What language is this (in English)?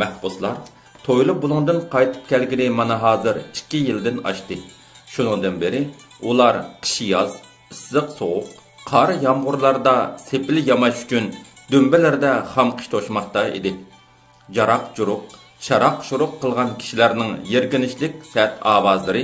Uyghur